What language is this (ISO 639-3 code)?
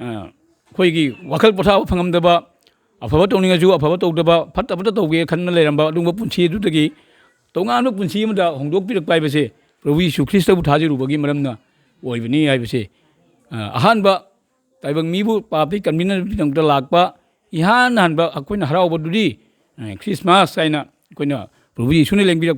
mni